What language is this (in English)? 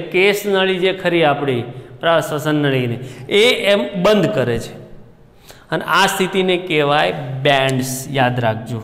Gujarati